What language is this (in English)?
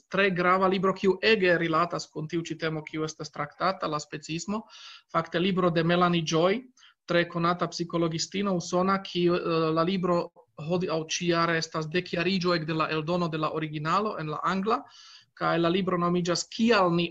Esperanto